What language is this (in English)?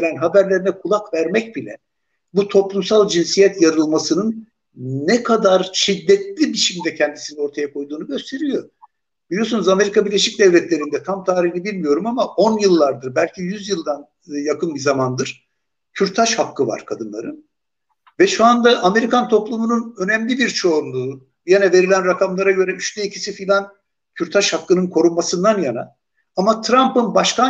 Turkish